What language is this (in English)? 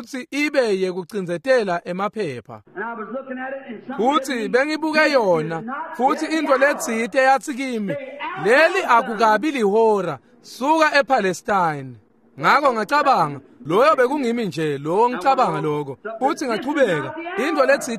Swati